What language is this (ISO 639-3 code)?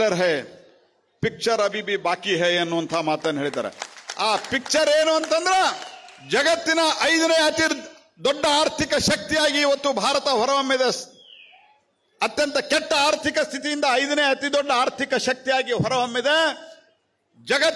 kan